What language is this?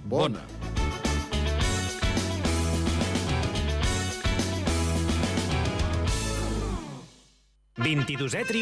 Catalan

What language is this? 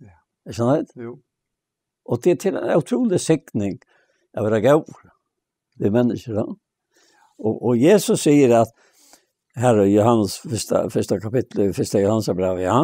Faroese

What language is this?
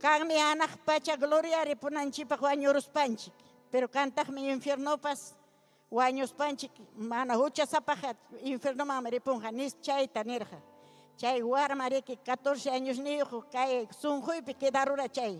Ayacucho Quechua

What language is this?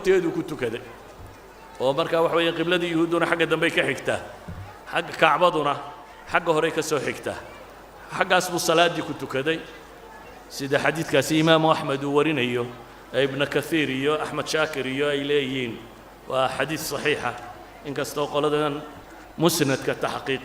Somali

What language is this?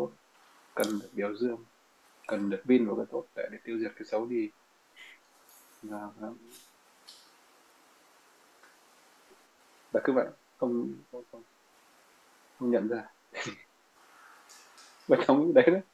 Vietnamese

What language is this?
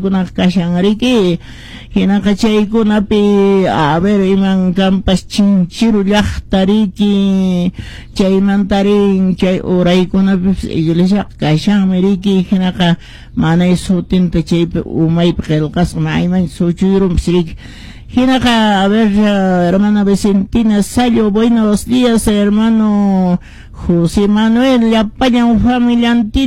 Quechua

